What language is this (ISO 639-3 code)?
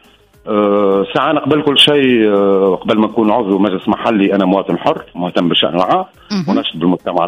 aeb